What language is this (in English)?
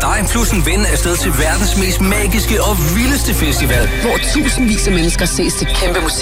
Danish